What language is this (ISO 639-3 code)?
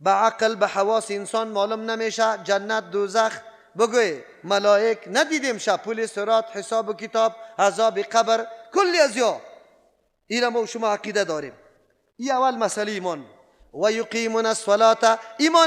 fas